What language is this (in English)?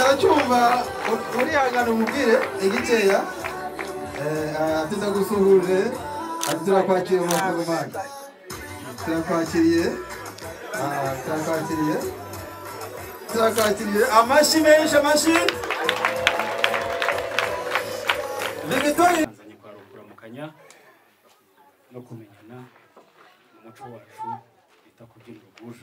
Kinyarwanda